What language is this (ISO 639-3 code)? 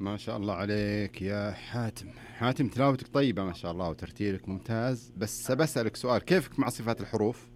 ars